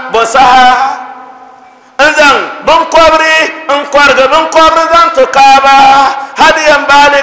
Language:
Dagbani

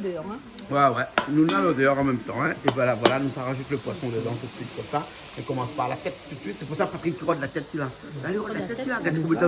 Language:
Réunion Creole French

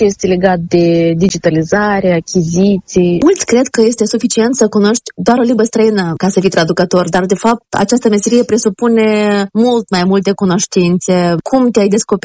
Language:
Romanian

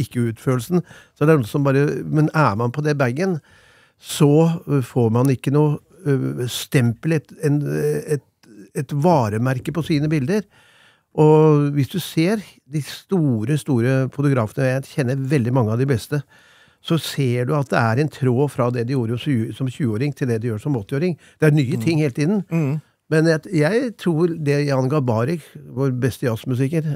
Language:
Norwegian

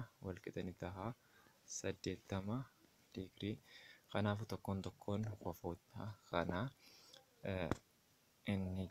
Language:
Oromo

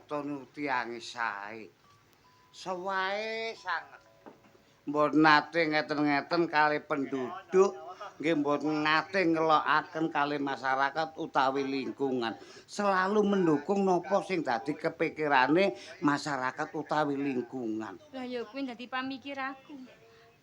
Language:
Javanese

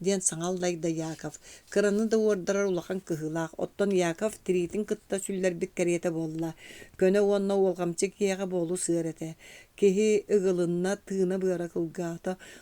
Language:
Yakut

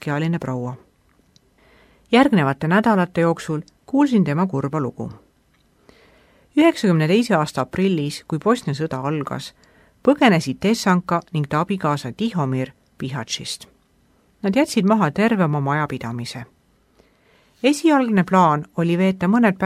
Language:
Estonian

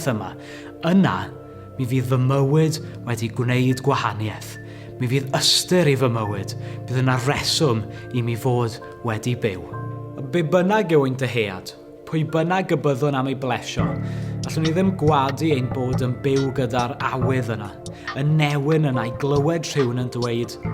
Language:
Welsh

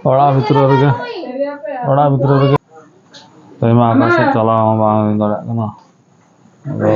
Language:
Santali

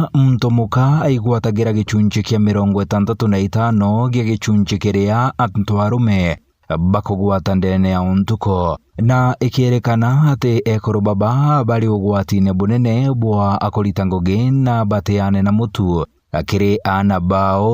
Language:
Meru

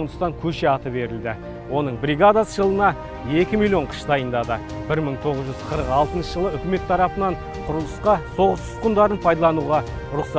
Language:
Kazakh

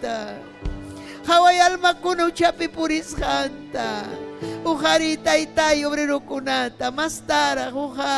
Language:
Ayacucho Quechua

